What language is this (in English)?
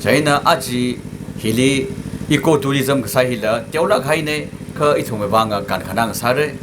Tangkhul Naga (India)